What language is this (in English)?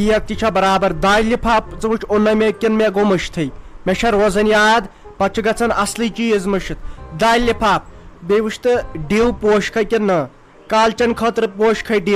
Kashmiri